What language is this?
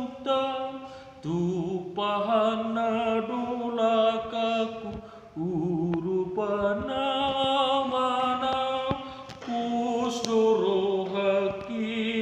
Batak Toba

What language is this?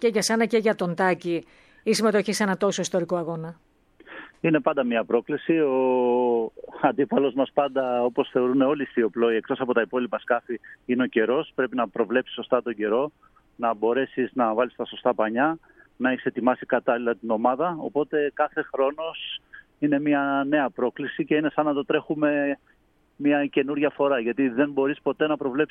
Greek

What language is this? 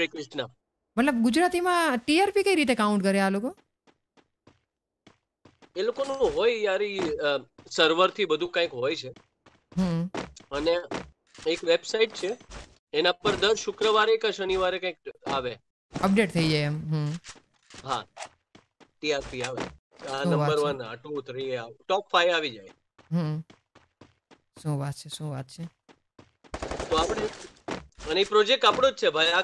Gujarati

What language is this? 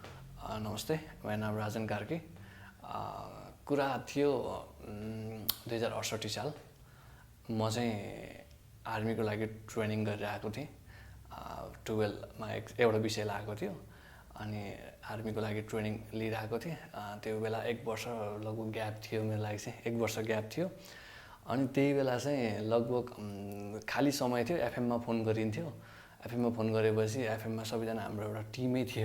Nepali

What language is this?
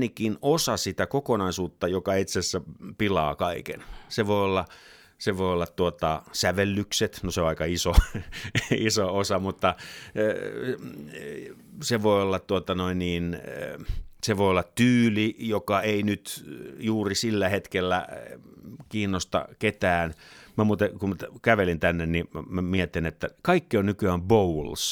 Finnish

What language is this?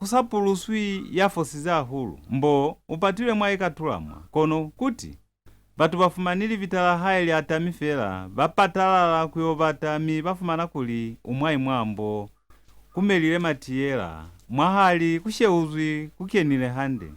Lozi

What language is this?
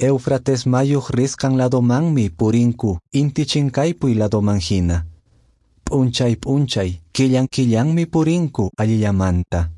Quechua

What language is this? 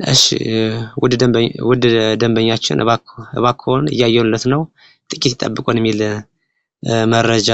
Amharic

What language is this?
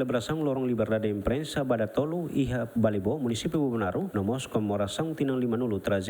Tetum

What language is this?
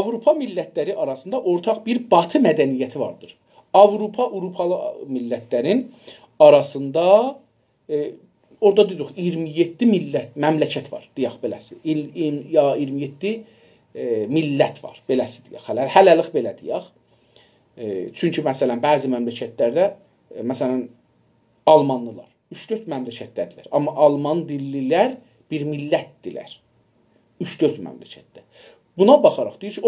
South Azerbaijani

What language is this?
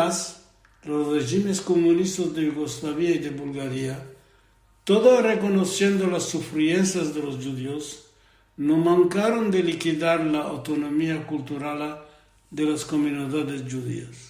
Ladino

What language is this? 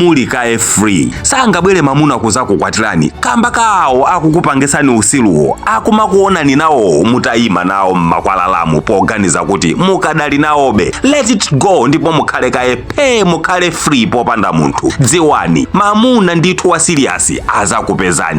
Nyanja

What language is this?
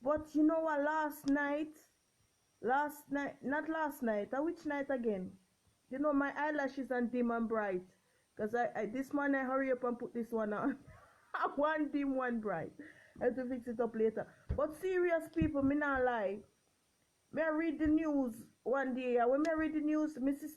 Jamaican Creole English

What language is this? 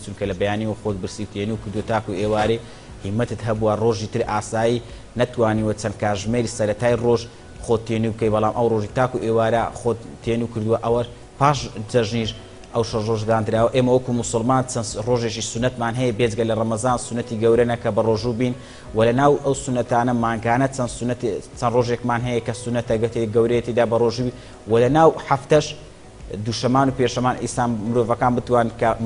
Central Kurdish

